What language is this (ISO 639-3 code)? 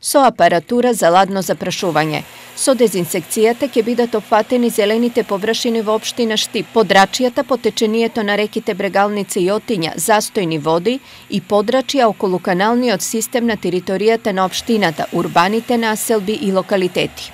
mkd